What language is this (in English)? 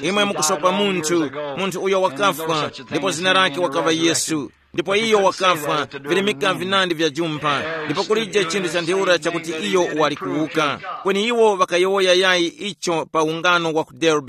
Tumbuka